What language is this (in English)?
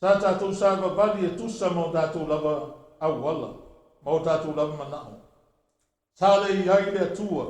Samoan